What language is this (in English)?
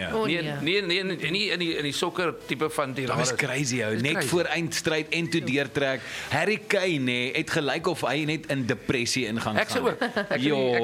Afrikaans